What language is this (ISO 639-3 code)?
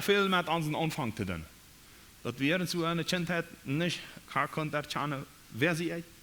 pdt